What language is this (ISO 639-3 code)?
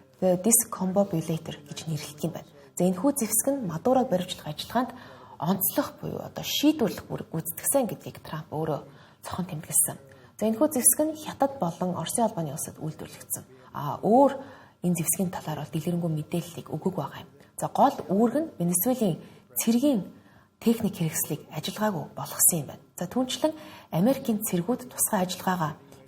mon